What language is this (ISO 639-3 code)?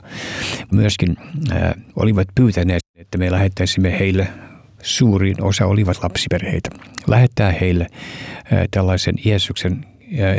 fin